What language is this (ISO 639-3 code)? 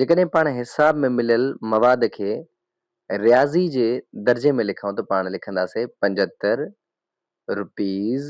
snd